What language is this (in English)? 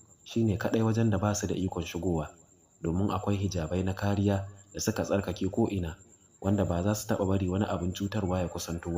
Hausa